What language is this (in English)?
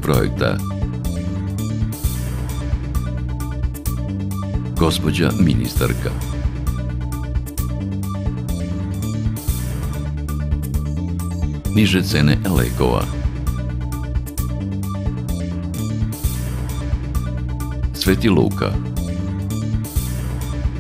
Serbian